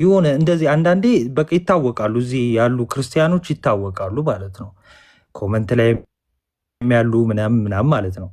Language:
Amharic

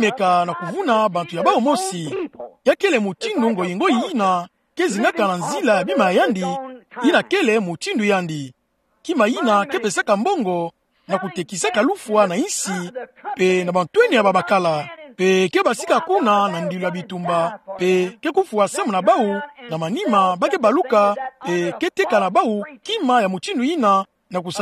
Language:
Kituba (Democratic Republic of Congo)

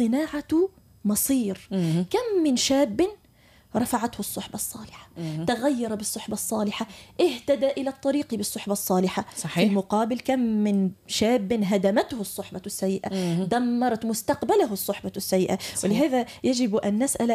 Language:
Arabic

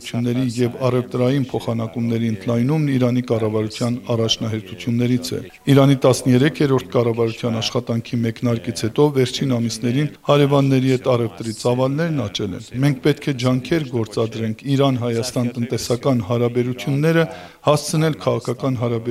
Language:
Armenian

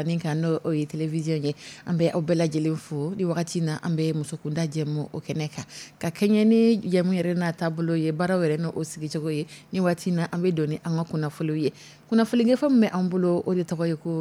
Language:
Dyula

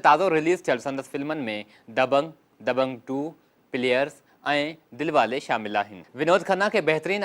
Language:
Sindhi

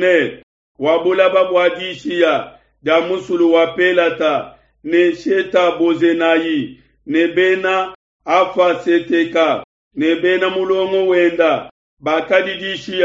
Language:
Luba-Lulua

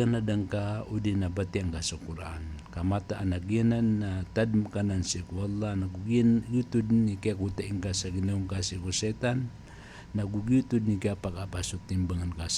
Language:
Maranao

